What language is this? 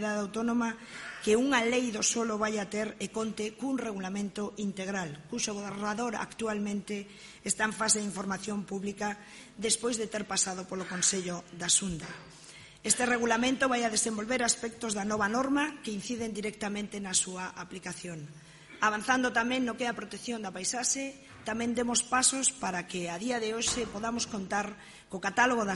Galician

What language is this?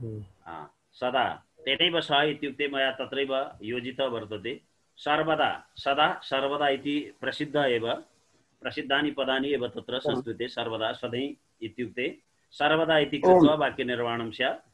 Sanskrit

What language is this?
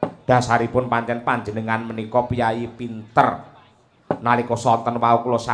Javanese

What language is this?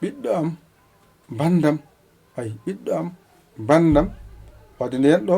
Fula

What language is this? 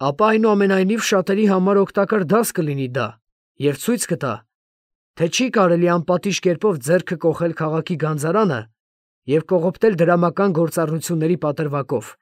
Armenian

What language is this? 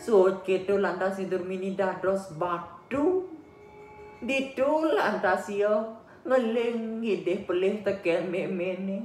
Balinese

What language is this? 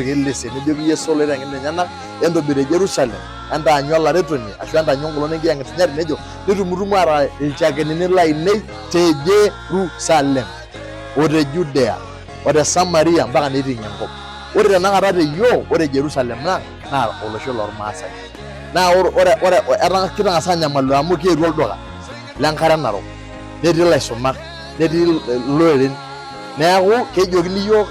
Masai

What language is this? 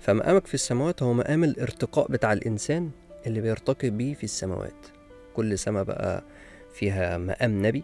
Egyptian Arabic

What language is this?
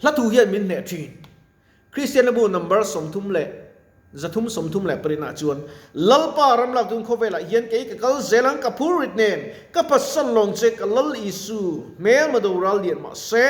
Mizo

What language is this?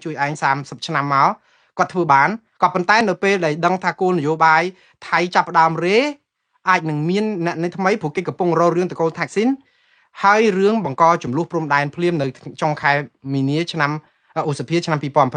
Khmer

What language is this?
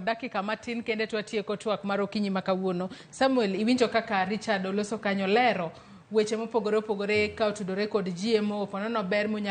Luo (Kenya and Tanzania)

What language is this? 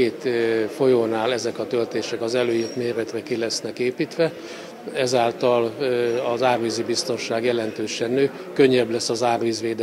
Hungarian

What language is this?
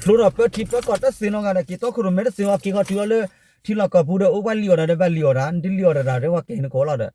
S'gaw Karen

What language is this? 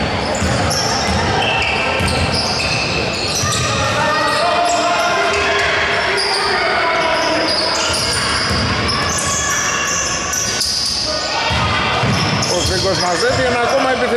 Greek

